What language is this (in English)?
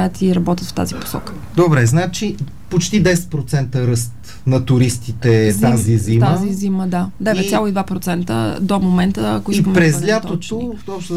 Bulgarian